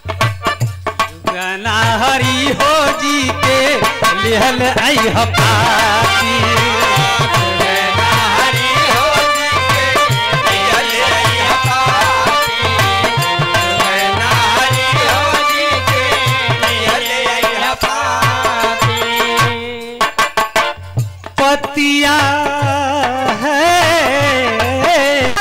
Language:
Bhojpuri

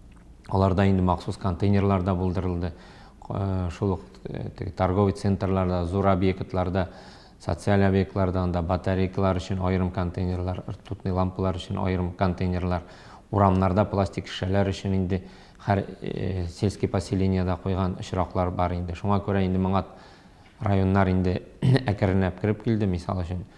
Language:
Tatar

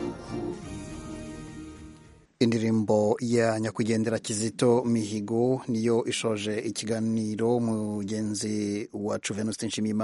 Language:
Kinyarwanda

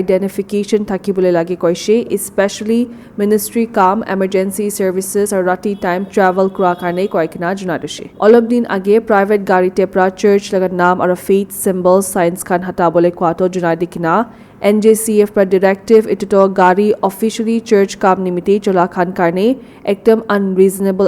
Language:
Naga Pidgin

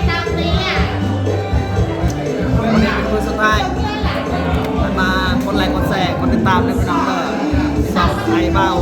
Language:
Lao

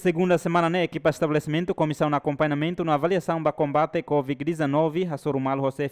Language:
Tetum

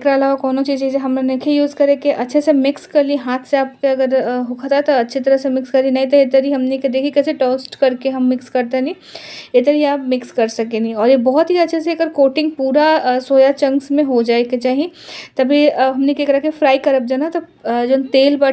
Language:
Bhojpuri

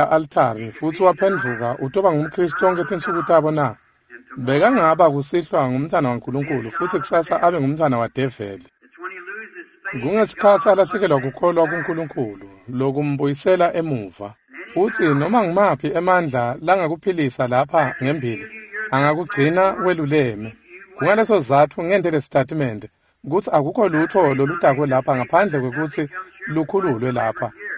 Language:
Swati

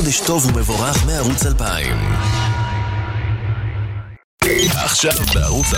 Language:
Hebrew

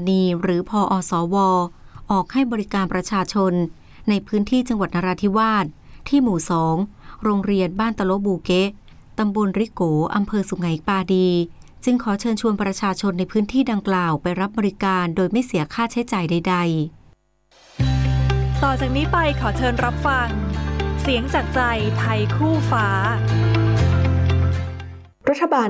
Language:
Thai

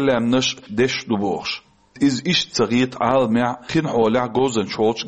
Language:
Chechen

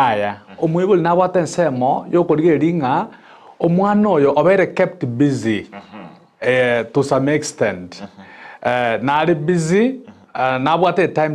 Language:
Gusii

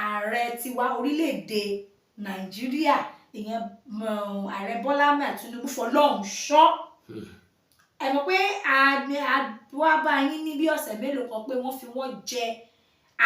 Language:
Yoruba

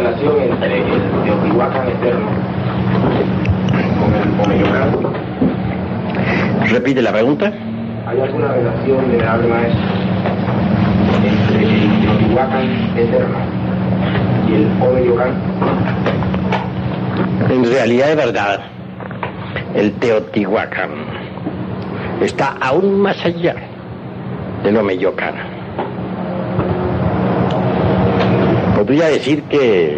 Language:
Spanish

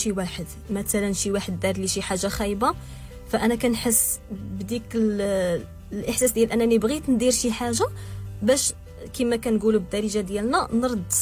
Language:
Moroccan Arabic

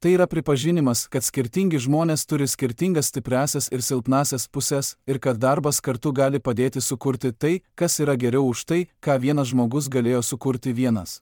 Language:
Lithuanian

